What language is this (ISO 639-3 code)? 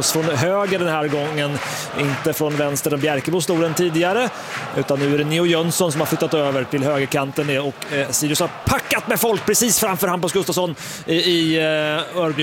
swe